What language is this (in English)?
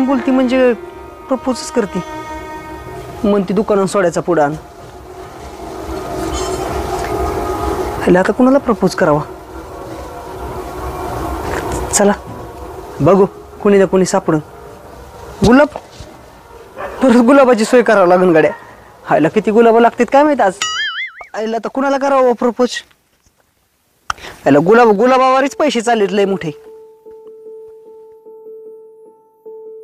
Marathi